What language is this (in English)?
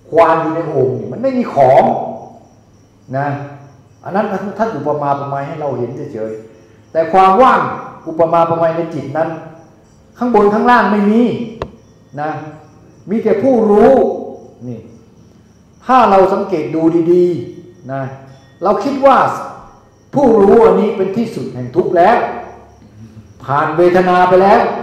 Thai